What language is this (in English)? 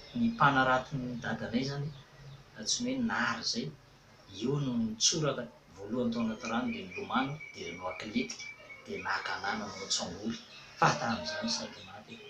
Malagasy